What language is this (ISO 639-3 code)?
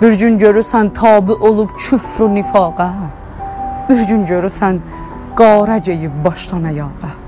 azb